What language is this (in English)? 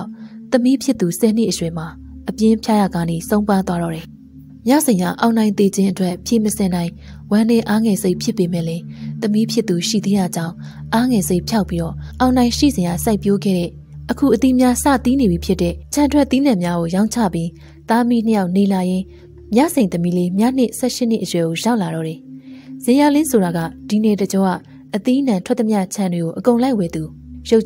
Burmese